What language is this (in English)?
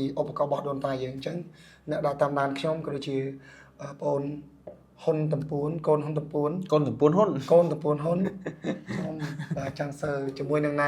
Khmer